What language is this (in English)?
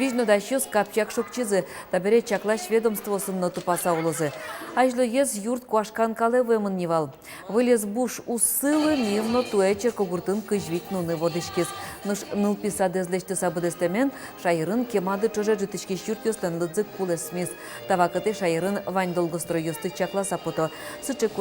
Udmurt